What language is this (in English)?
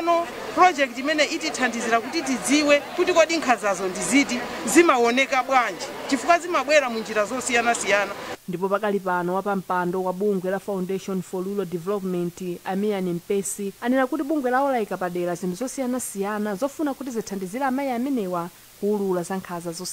Nyanja